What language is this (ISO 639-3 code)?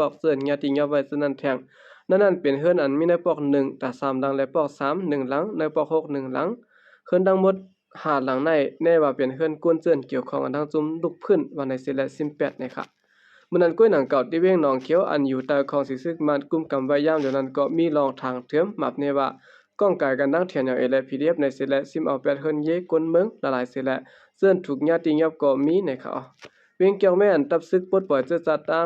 shn